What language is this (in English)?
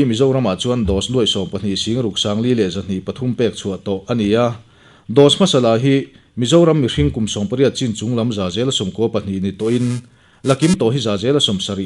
Mizo